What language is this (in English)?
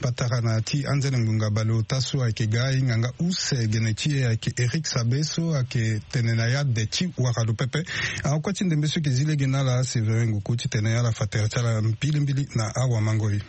Sango